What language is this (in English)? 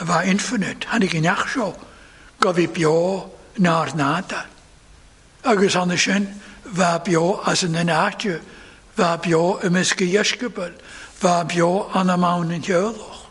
Welsh